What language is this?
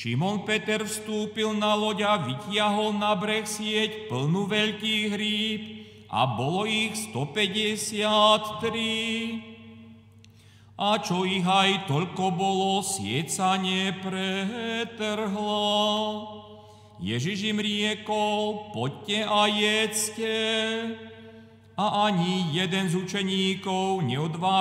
Slovak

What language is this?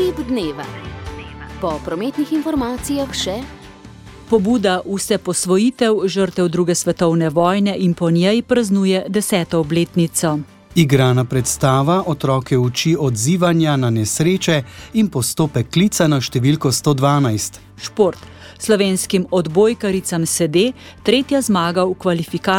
Slovenian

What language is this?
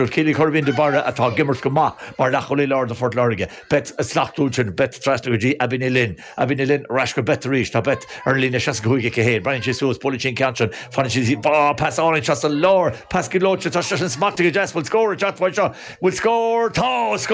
Irish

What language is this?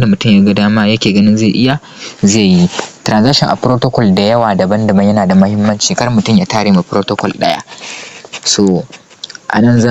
Hausa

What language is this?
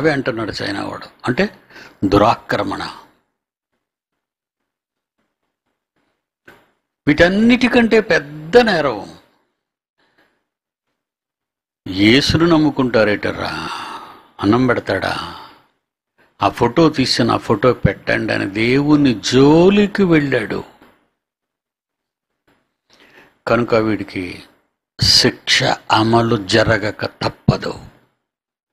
Telugu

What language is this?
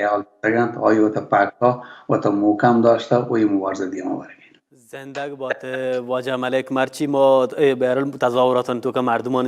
Baluchi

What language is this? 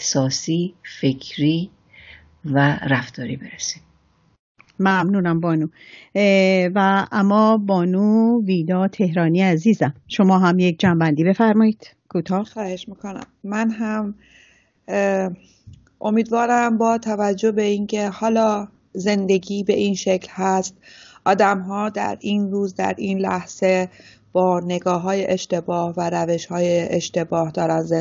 Persian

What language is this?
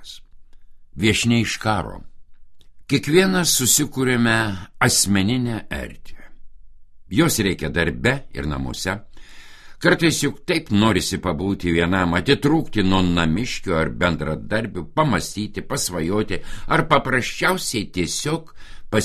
Lithuanian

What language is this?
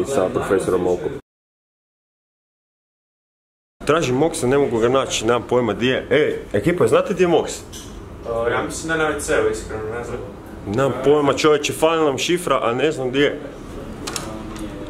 Croatian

